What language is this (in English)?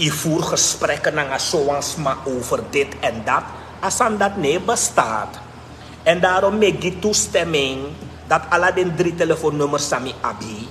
Sranan Tongo